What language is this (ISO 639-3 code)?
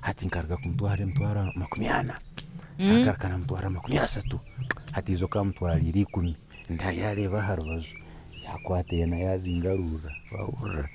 nyn